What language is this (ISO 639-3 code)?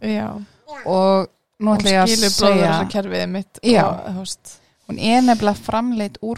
isl